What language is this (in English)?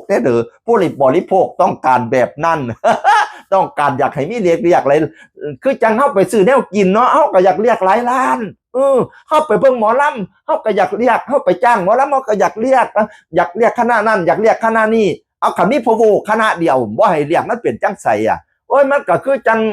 Northeastern Thai